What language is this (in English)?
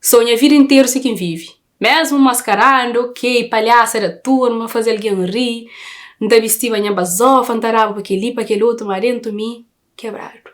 Kabuverdianu